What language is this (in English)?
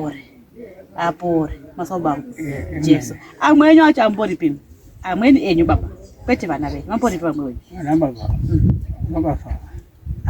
Shona